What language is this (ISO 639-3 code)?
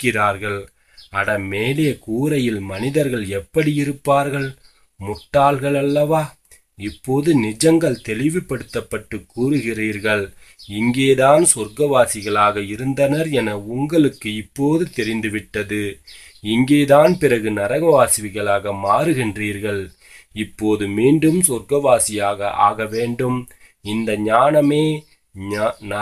tam